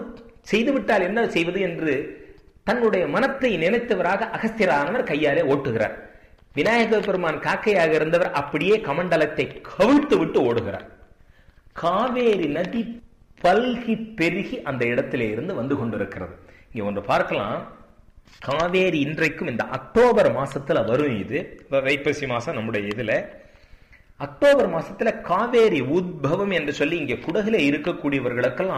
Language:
Tamil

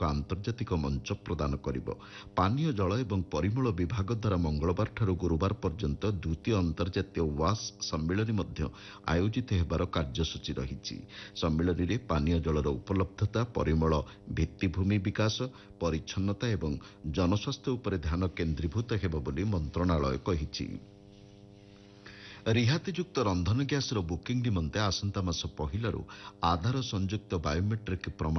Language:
Odia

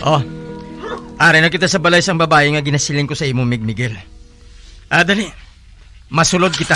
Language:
Hiligaynon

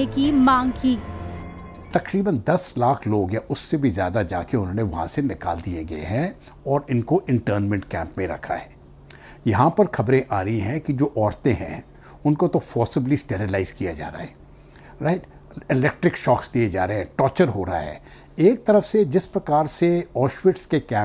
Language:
Hindi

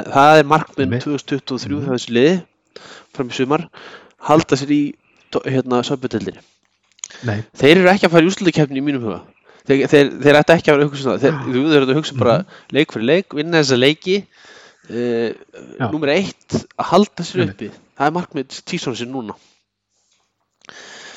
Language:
Icelandic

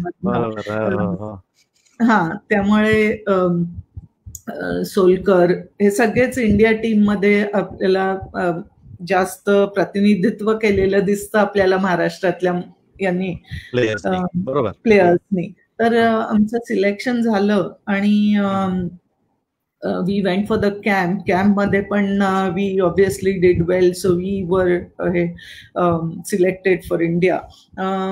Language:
Marathi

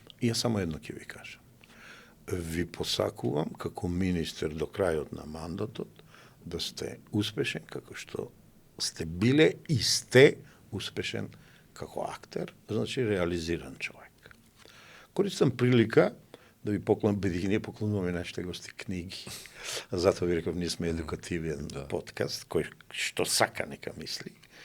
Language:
Macedonian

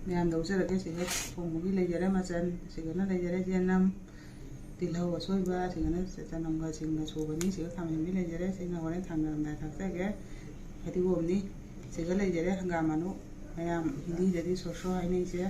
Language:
Manipuri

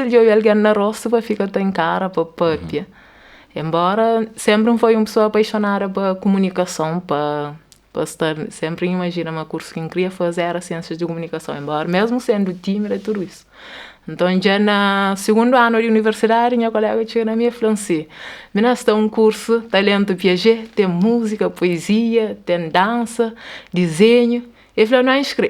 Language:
Kabuverdianu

